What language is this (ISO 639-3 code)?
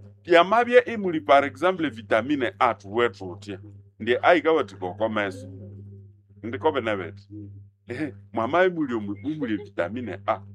nnb